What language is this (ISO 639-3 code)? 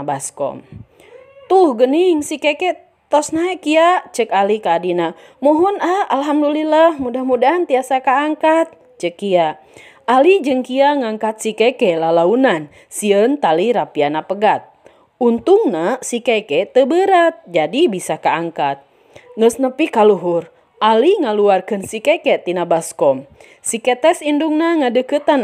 sun